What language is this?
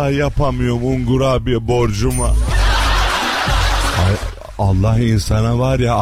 Turkish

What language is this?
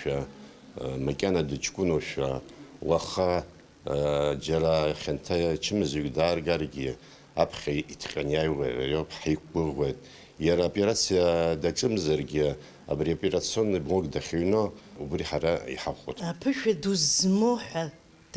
Abkhazian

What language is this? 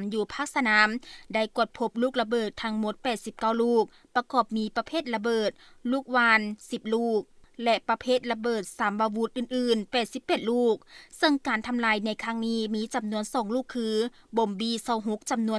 Lao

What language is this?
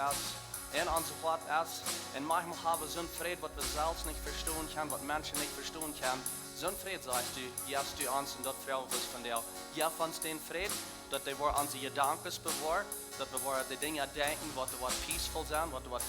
Plautdietsch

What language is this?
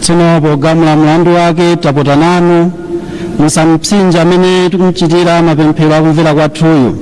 Nyanja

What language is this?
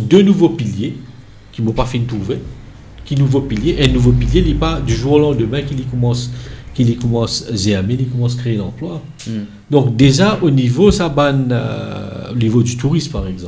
Morisyen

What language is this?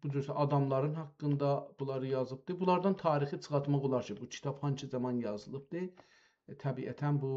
South Azerbaijani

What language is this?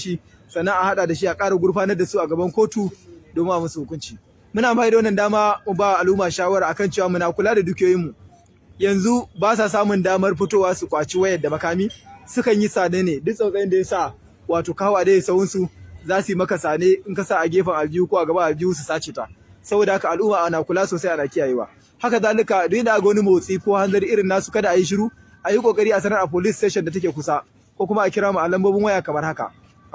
Hausa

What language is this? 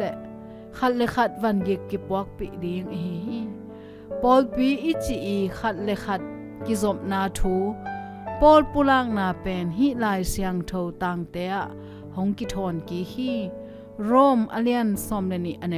Tedim Chin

